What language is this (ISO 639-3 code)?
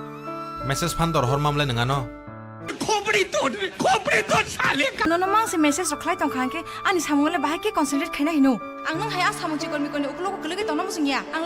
trp